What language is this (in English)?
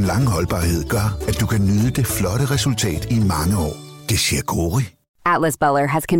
Danish